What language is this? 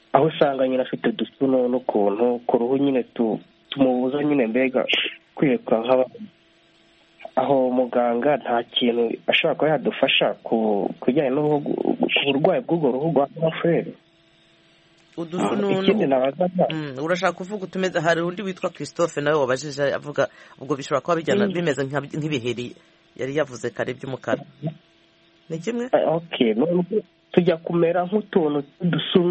Kinyarwanda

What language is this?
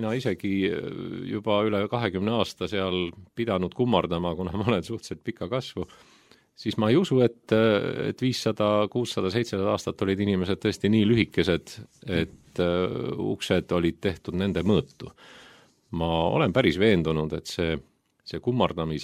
Estonian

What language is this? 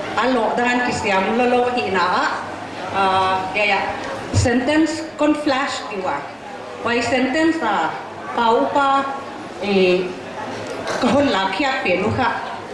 Paite Chin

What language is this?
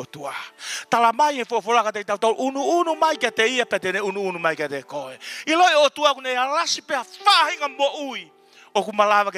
Tongan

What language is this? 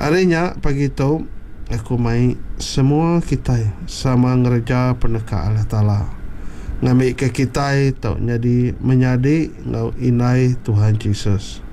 Iban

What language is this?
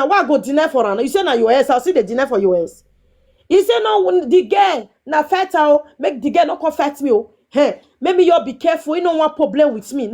Nigerian Pidgin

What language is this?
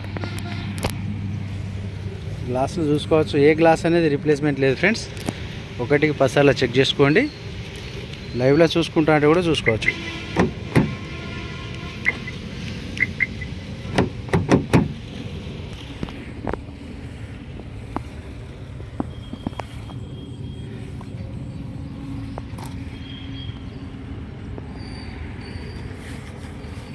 Telugu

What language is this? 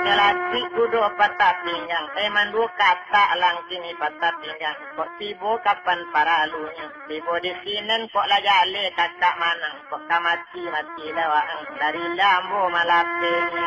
Minangkabau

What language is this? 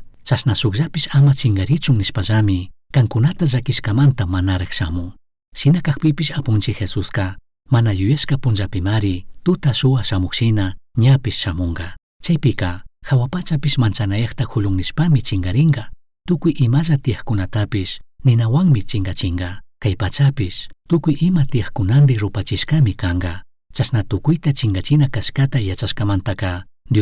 Chimborazo Highland Quichua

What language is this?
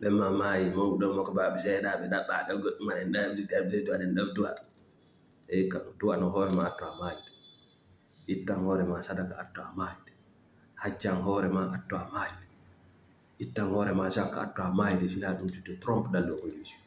Fula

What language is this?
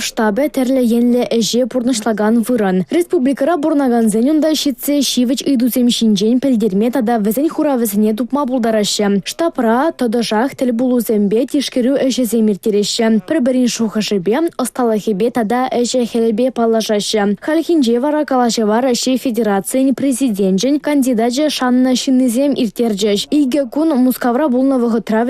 Chuvash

